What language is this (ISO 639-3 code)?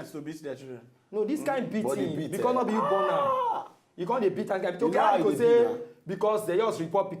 pcm